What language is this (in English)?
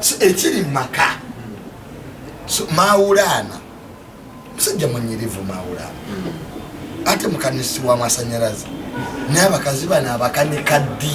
Ganda